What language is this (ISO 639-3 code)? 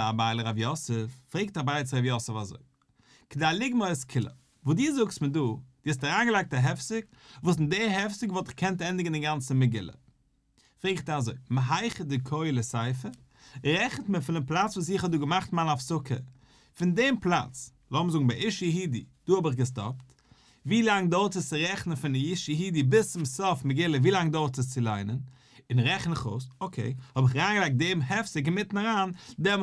yid